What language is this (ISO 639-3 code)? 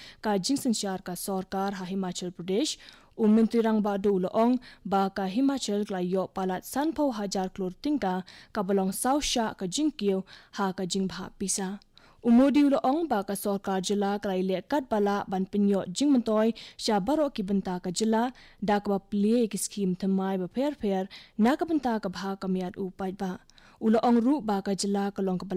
kha